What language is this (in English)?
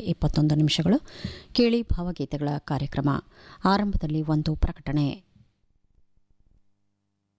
Kannada